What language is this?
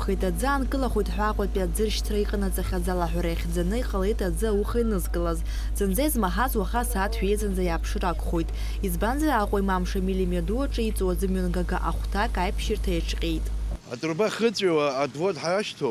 Abkhazian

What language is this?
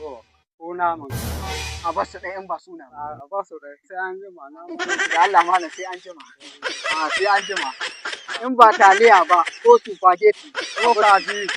Hausa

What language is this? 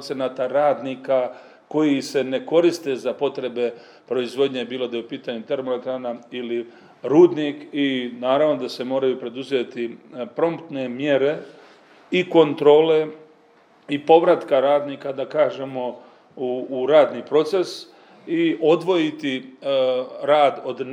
Serbian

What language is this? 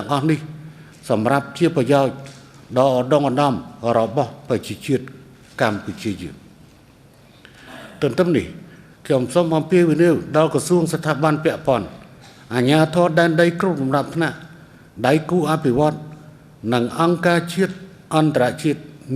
Khmer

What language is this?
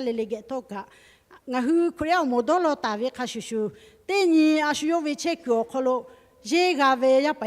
Lahu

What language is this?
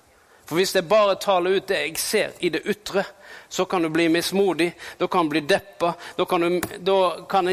Norwegian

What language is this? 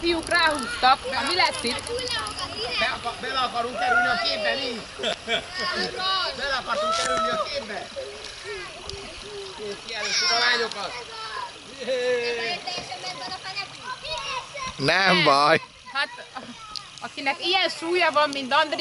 Hungarian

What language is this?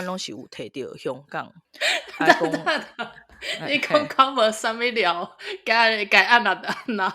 Min Nan Chinese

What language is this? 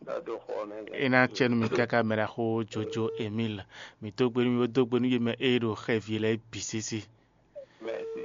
Fon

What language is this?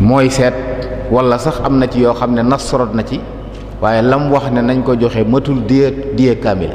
Wolof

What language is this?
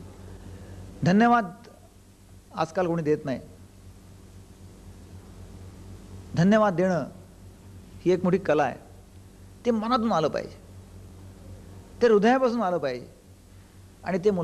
Marathi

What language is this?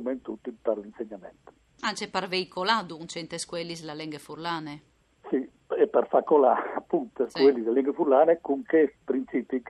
Friulian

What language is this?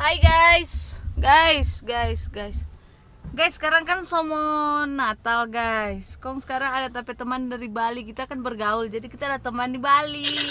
Manado Malay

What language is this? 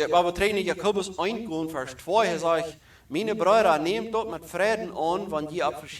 Plautdietsch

